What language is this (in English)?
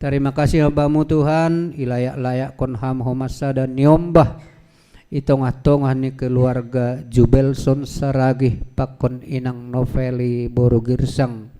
Batak Simalungun